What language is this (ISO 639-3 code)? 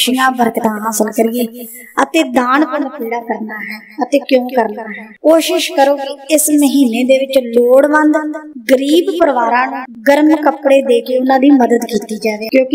pan